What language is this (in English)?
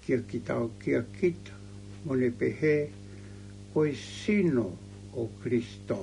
Tongan